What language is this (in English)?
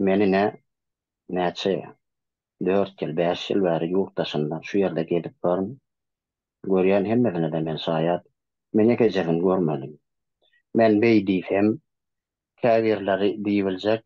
Turkmen